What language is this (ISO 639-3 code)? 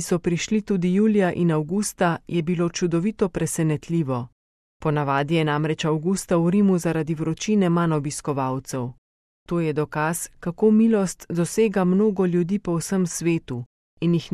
slv